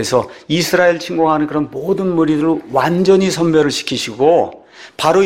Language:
Korean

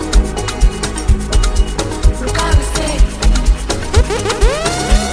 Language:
Swahili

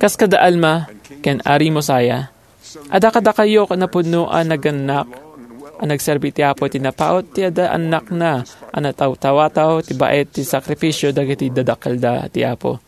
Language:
Iloko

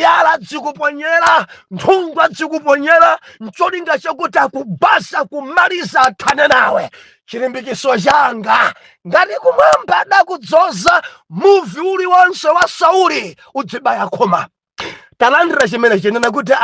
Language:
Nyanja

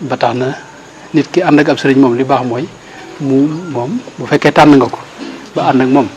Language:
Wolof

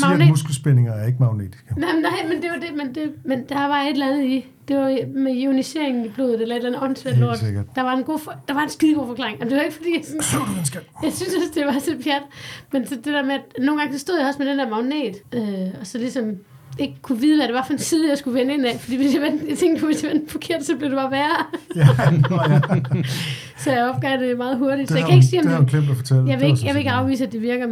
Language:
Danish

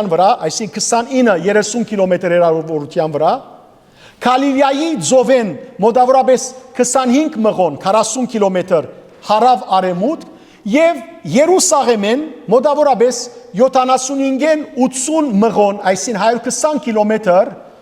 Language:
Western Armenian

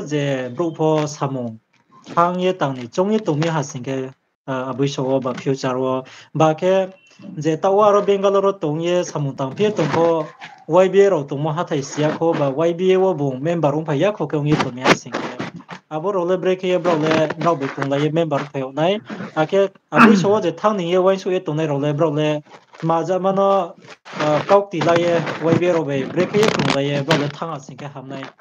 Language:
Riang (India)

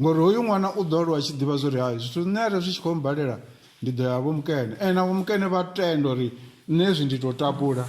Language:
Venda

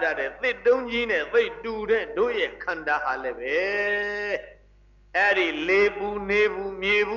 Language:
Burmese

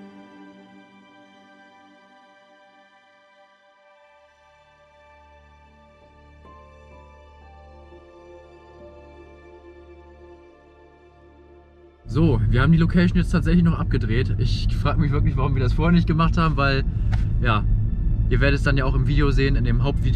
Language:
German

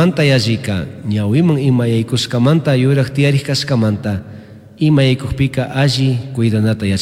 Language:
Chimborazo Highland Quichua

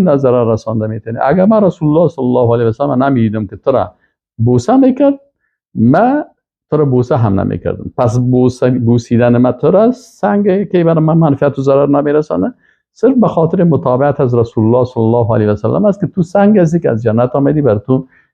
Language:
Persian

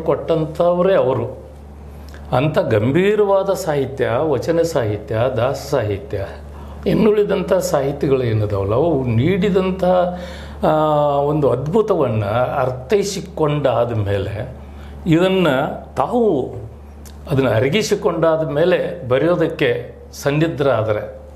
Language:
Kannada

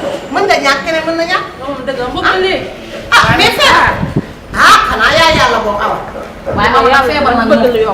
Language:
Wolof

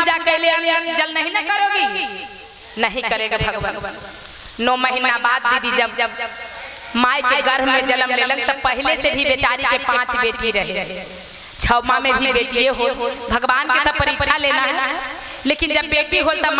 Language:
Magahi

